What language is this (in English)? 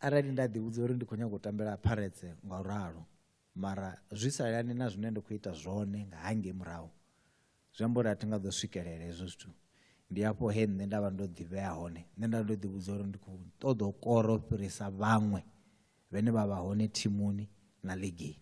Venda